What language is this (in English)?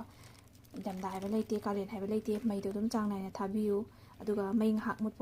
Manipuri